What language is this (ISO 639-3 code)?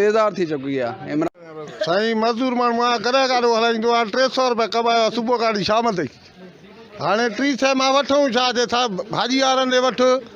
snd